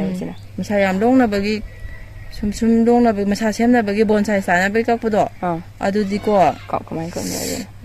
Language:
Manipuri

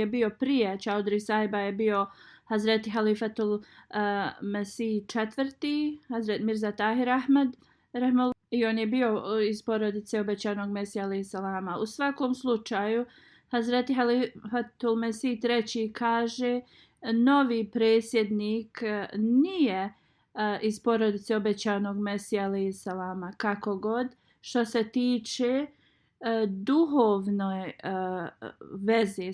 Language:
Bosnian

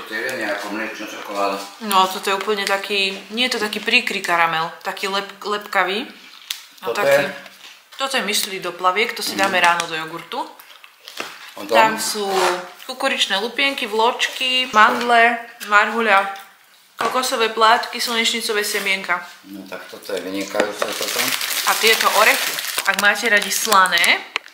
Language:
Slovak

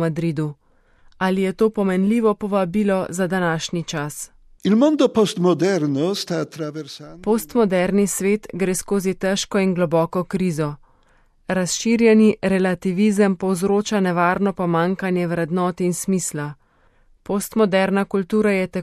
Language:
Slovenian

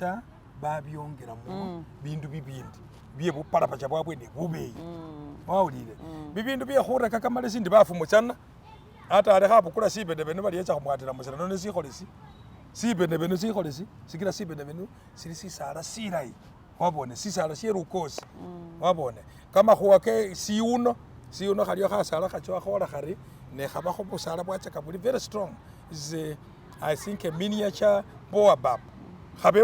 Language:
Masaaba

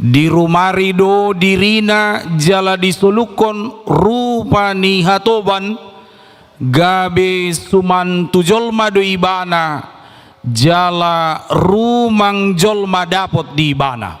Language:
Batak Toba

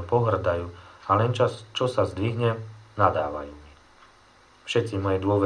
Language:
Slovak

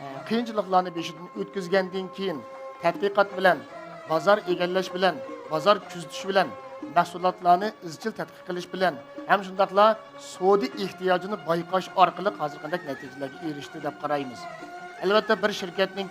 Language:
Uyghur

